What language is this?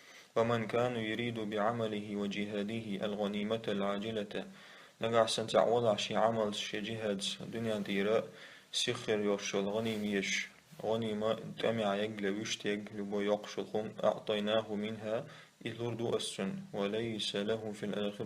Chechen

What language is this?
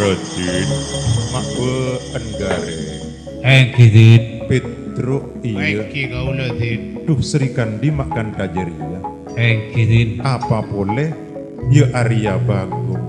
Madurese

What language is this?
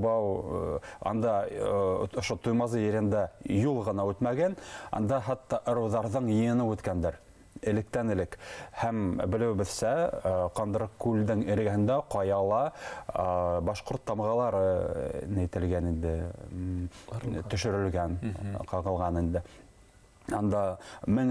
Bashkir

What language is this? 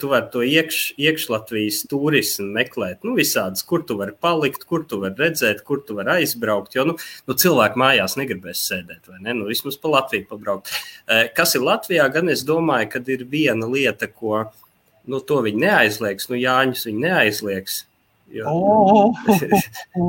Latvian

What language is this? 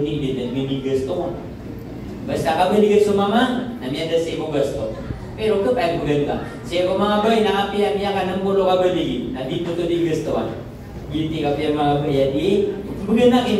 Maranao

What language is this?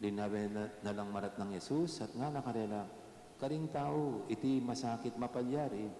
Pampanga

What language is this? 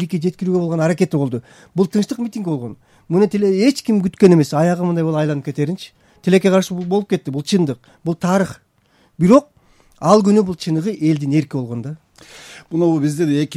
Kyrgyz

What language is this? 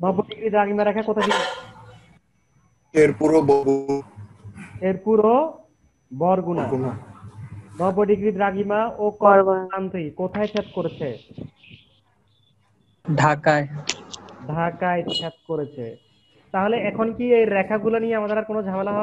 Bangla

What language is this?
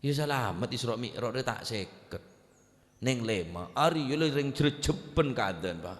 Madurese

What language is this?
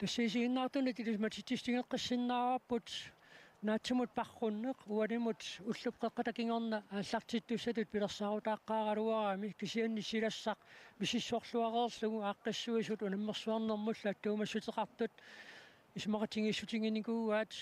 Kalaallisut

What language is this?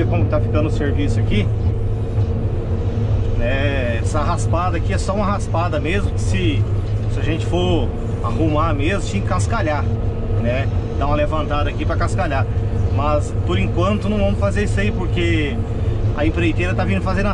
Portuguese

